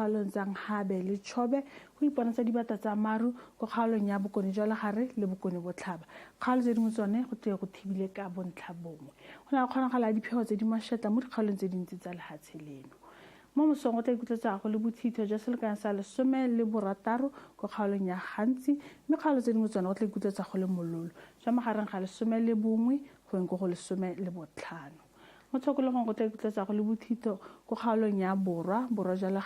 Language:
Tswana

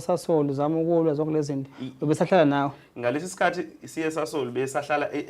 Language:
Zulu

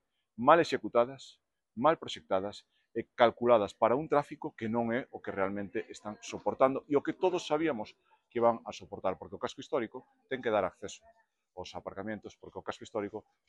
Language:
Galician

